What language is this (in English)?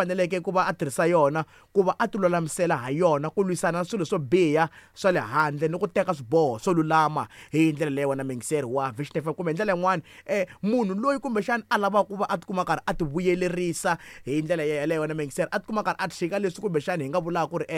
Tsonga